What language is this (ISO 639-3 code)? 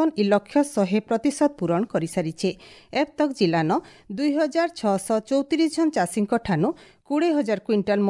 ori